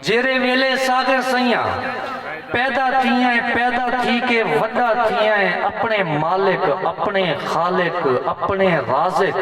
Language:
Saraiki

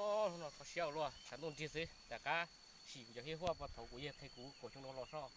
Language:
Hmong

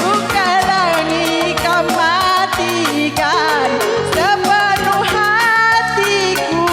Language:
Batak Karo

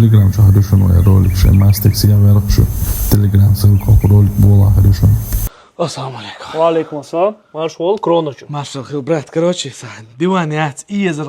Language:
Chechen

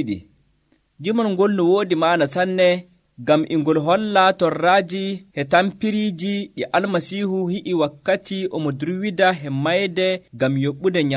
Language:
Nigerian Fulfulde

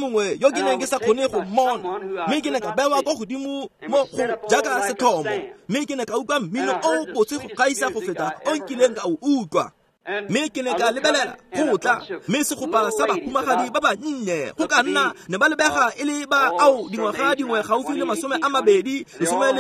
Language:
Tswana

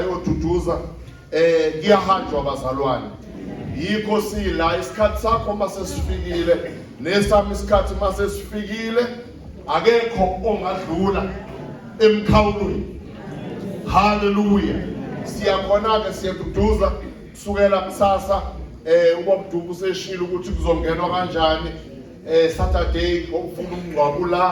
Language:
Zulu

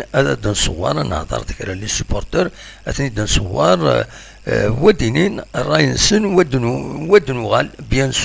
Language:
Kabyle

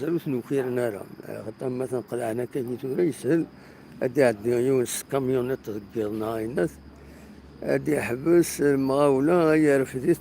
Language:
Kabyle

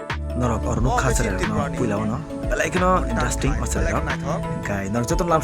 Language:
Kok Borok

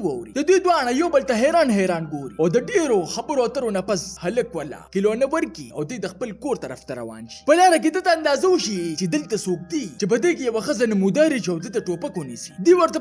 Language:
Pashto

